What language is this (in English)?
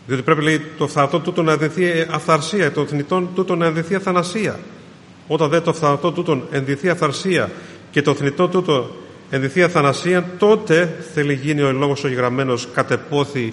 Greek